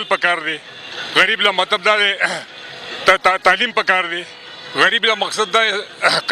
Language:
Pashto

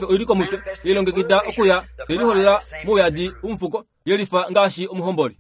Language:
Kuanyama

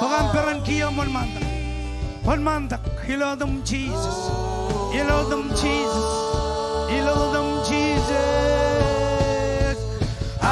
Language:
Marshallese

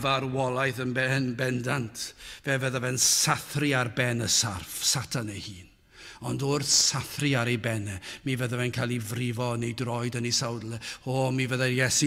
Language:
Welsh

